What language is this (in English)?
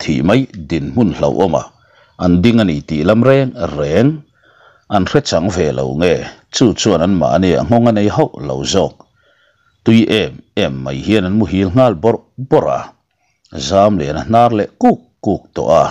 Mizo